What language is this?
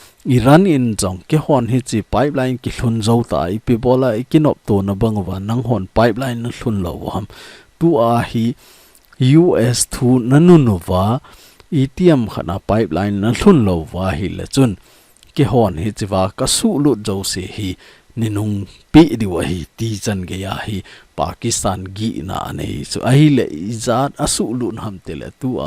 Thado Chin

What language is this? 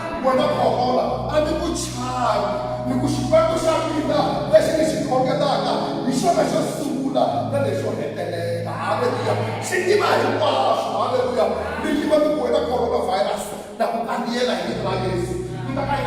Tsonga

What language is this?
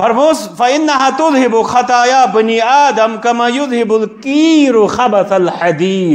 Kashmiri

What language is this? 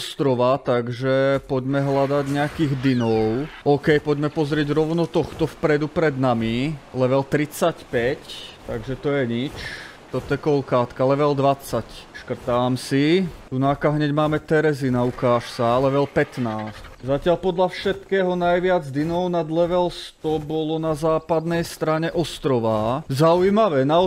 Slovak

